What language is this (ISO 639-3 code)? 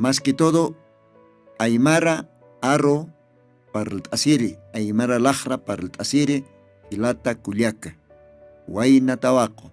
aym